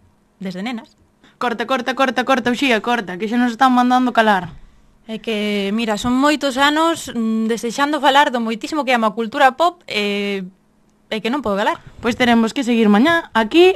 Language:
Galician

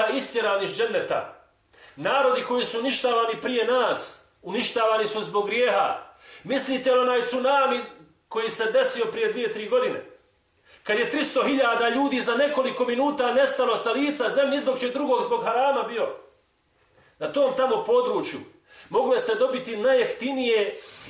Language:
Bosnian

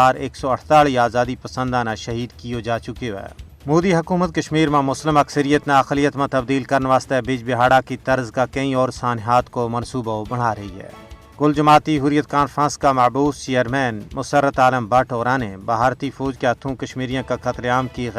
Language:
Gujari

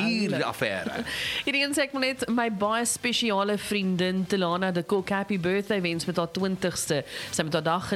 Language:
Afrikaans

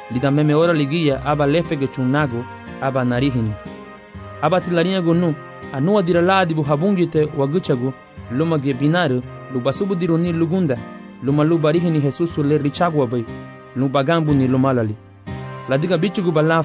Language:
Garifuna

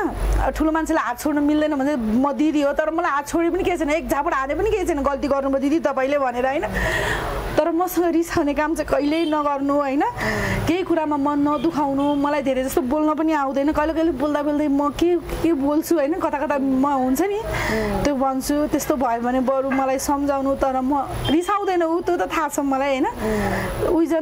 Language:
Nepali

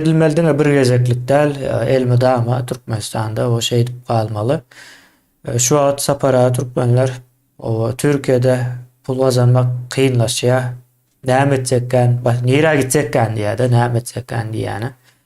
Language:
Turkmen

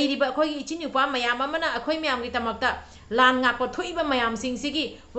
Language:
Manipuri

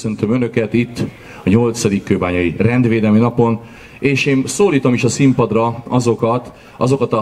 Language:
Hungarian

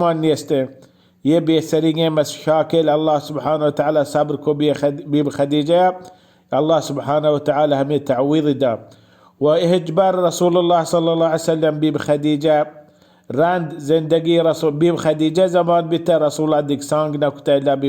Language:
Baluchi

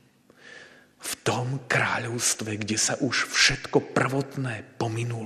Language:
Slovak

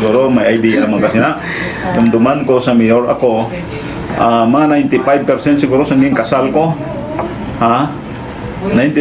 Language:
Hiligaynon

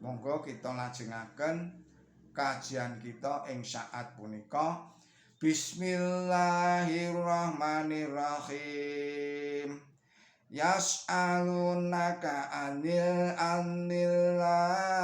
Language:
Javanese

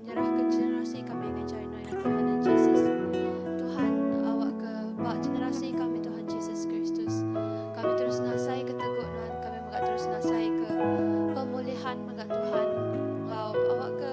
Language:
Iban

